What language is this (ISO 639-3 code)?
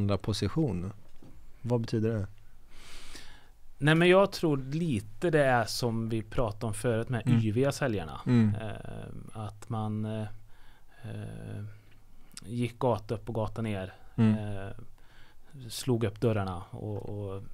swe